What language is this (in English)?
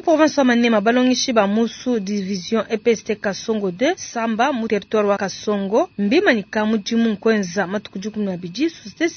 Luba-Lulua